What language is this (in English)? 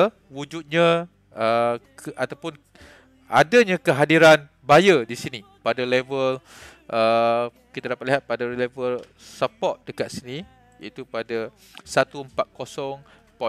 Malay